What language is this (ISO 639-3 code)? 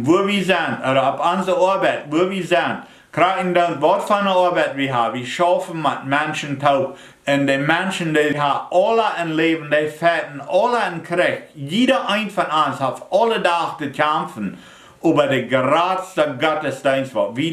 pdt